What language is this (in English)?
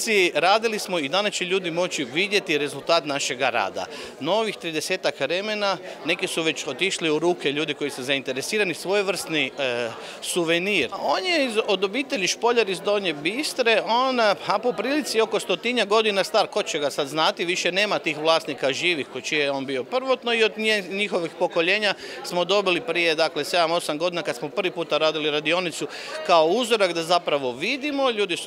Croatian